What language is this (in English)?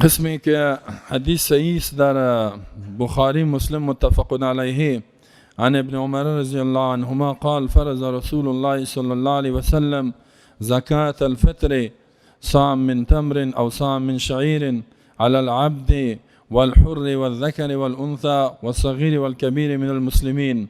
Persian